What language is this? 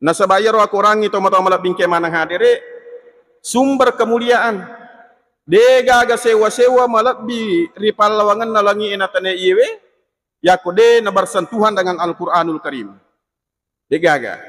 Buginese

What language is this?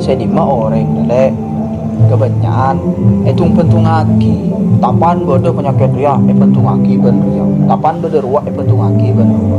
Madurese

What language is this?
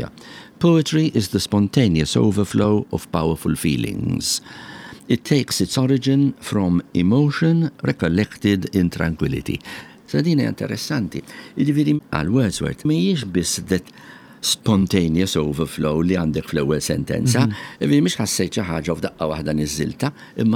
Maltese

